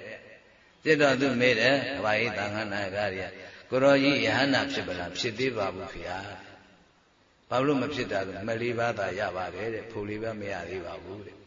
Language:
Burmese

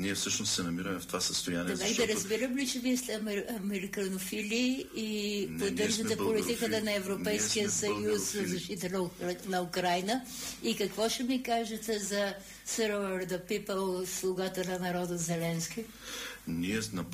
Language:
Bulgarian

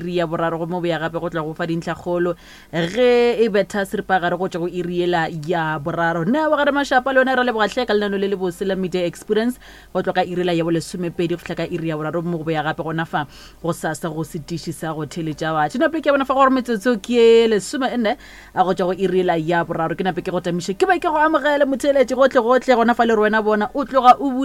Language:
Northern Sotho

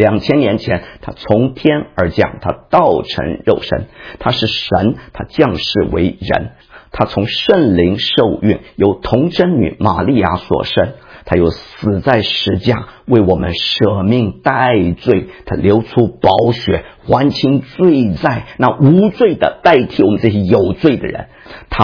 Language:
Chinese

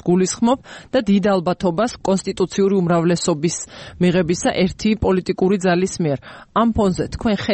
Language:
Georgian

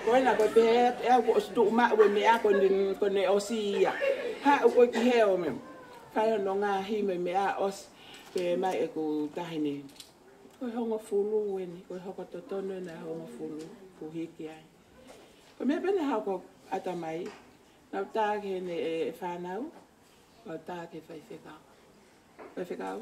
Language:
Tongan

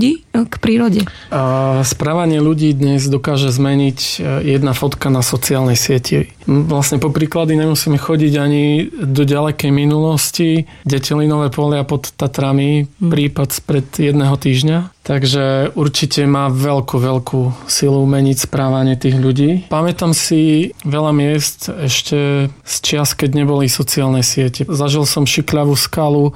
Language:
Slovak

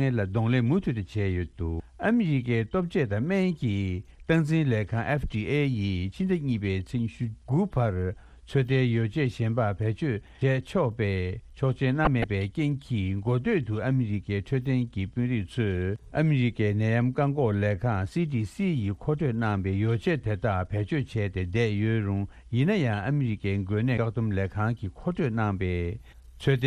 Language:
Tibetan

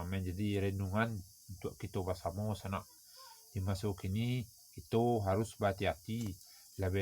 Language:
Minangkabau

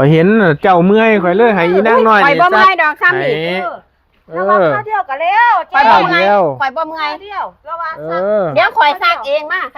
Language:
Northeastern Thai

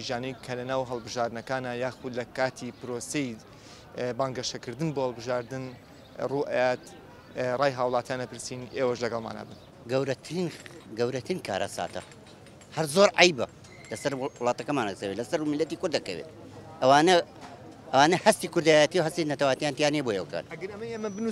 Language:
Central Kurdish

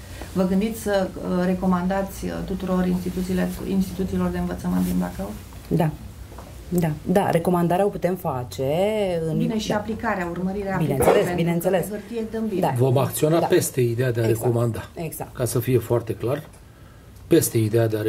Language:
Romanian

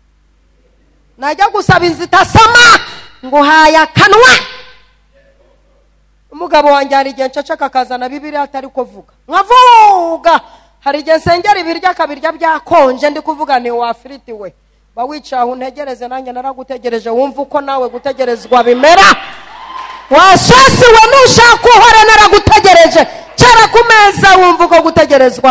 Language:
Kinyarwanda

